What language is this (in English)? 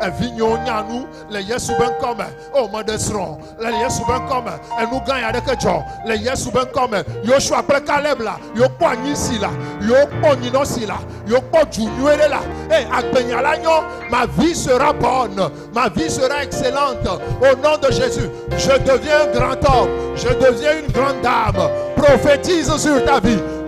Ewe